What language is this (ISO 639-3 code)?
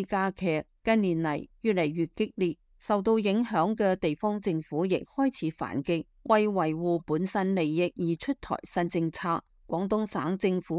yue